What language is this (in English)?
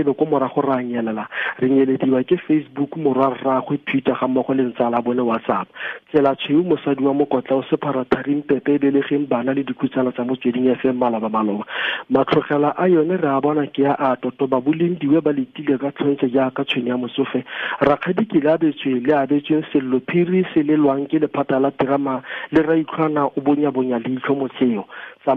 Tswana